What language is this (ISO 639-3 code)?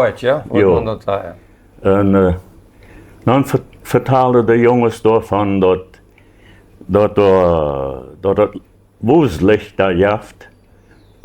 pdt